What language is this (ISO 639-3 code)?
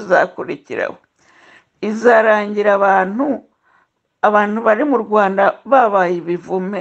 kin